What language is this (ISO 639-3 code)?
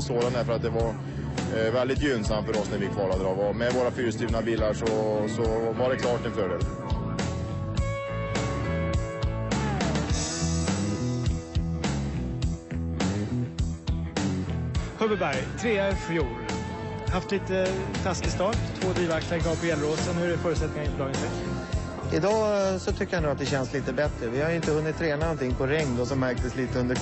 swe